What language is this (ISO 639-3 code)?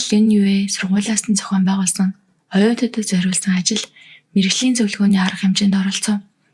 mon